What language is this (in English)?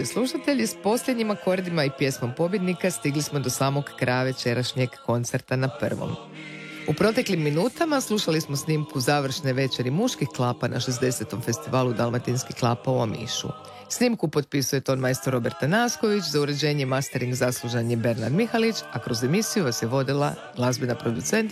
Croatian